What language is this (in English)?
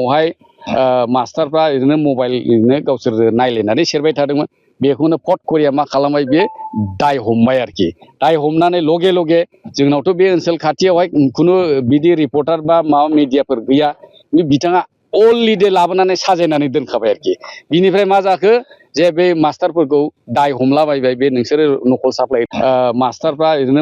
Bodo